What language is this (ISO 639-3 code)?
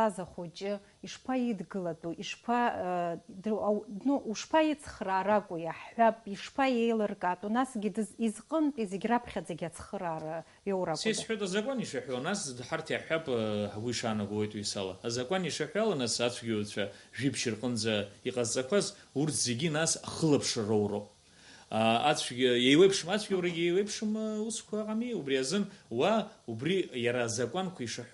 abk